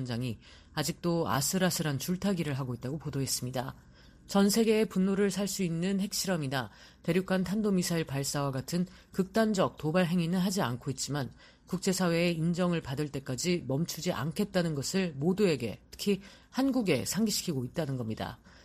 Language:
Korean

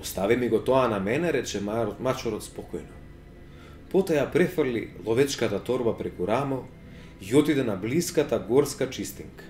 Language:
Macedonian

